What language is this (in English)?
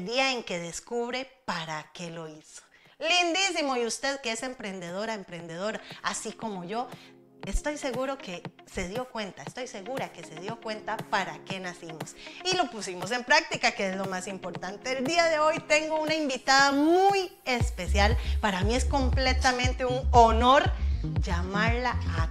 Spanish